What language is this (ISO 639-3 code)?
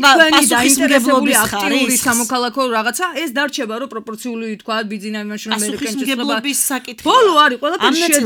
kat